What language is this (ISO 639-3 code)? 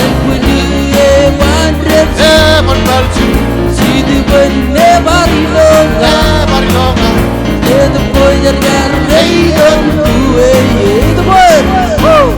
mah